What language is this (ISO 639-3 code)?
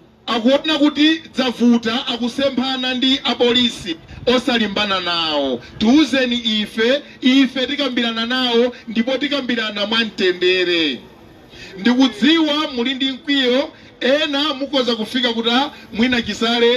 nya